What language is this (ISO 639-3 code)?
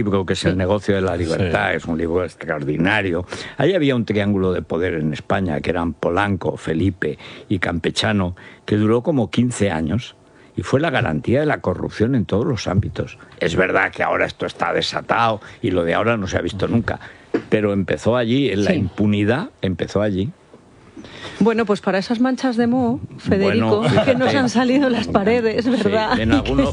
spa